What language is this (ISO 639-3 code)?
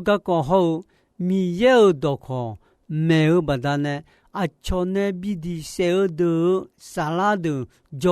ahk